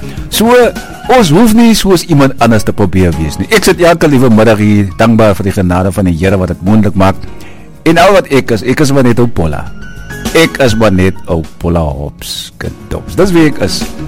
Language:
Afrikaans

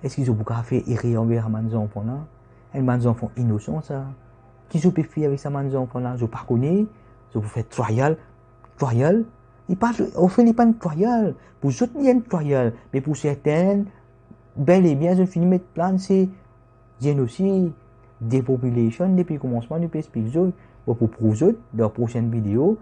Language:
Morisyen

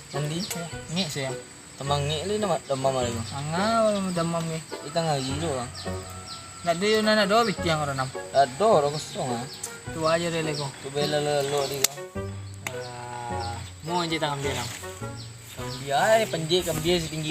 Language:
Minangkabau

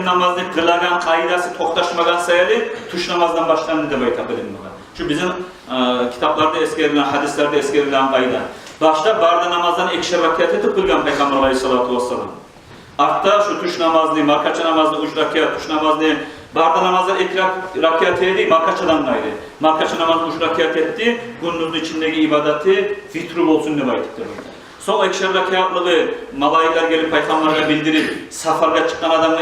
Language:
Kumyk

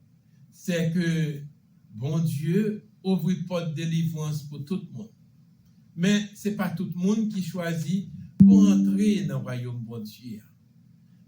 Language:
Haitian Creole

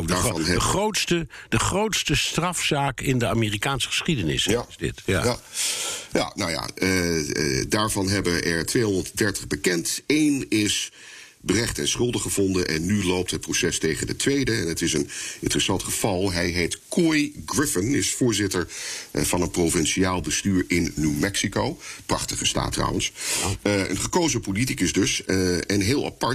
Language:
Dutch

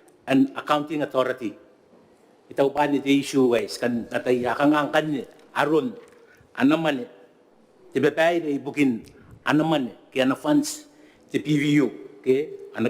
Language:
Gilbertese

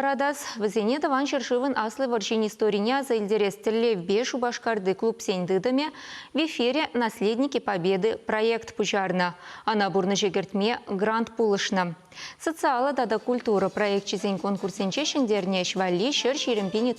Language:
Chuvash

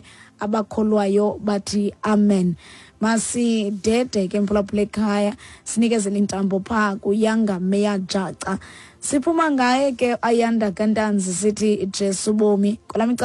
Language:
Xhosa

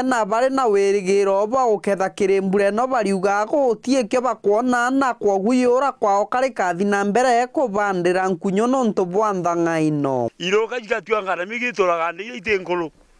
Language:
Meru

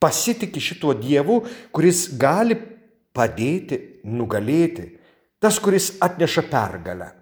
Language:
Lithuanian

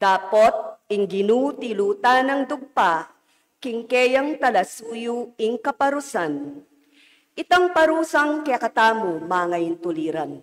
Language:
Pampanga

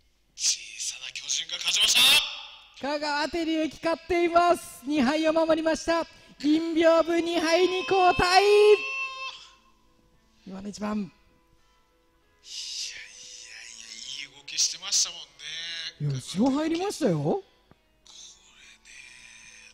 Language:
Japanese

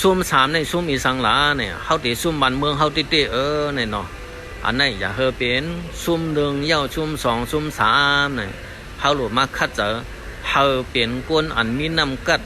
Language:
Shan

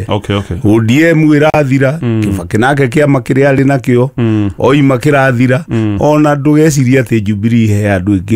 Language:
Kikuyu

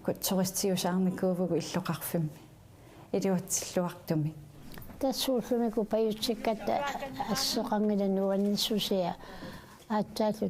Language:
Kalaallisut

